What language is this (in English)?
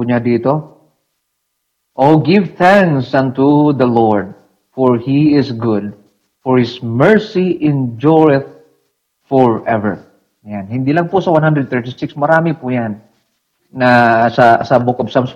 Filipino